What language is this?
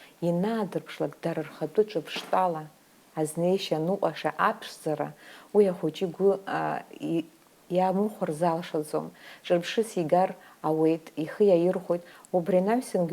Abkhazian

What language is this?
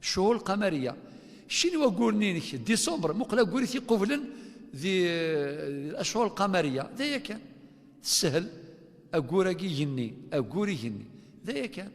Kabyle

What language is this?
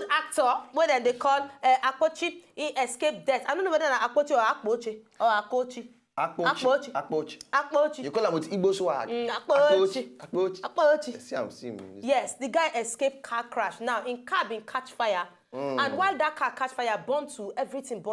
Nigerian Pidgin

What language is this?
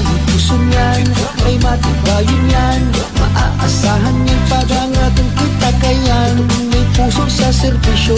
Bikol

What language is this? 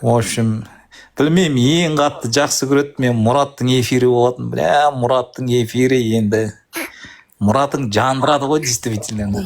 Kazakh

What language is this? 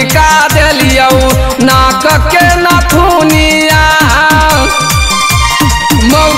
Bhojpuri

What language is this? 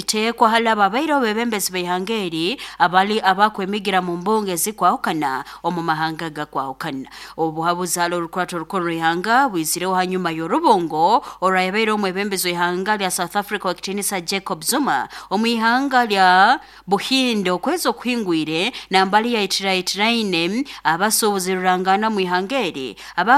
Nyoro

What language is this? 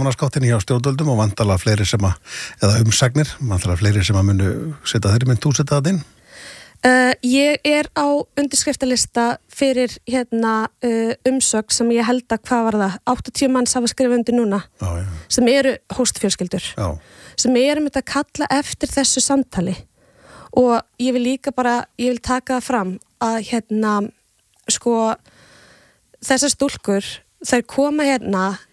Icelandic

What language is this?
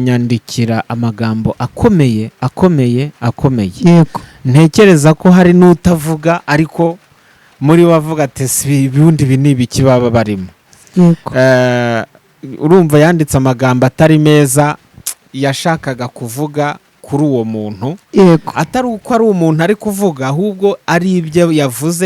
Kinyarwanda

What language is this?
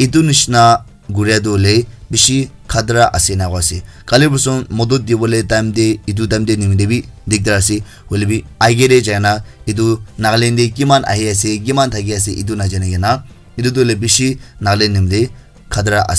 Naga Pidgin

